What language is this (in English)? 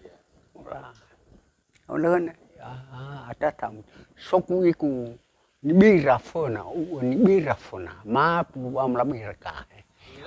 Nias